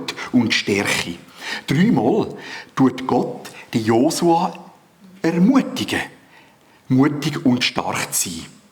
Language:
Swiss German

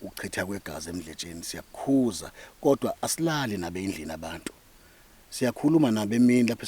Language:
Zulu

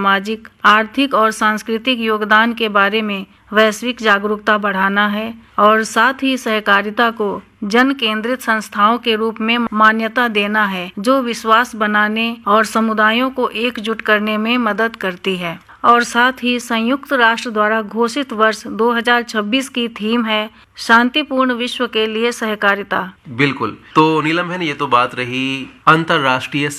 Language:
Hindi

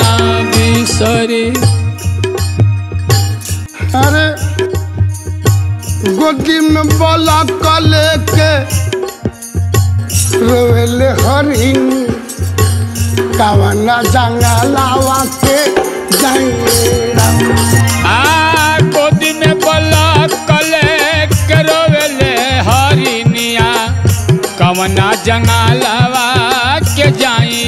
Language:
Bhojpuri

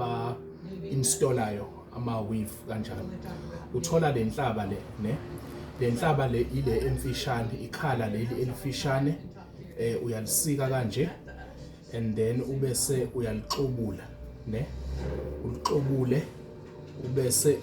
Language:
Zulu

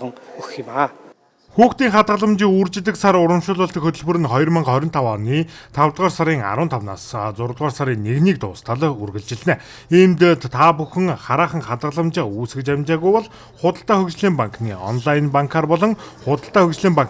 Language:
Mongolian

